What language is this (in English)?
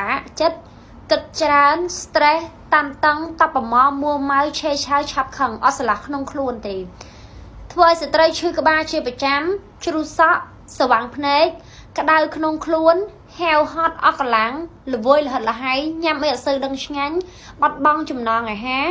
Khmer